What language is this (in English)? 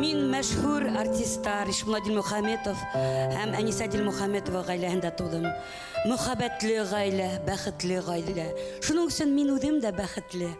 Bashkir